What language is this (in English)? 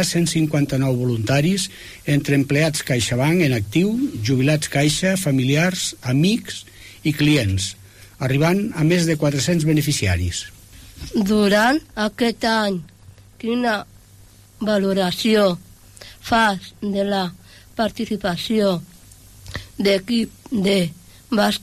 Catalan